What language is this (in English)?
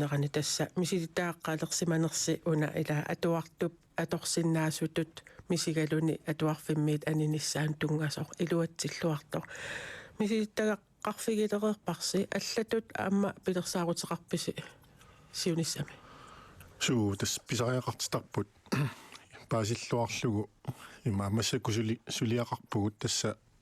Kalaallisut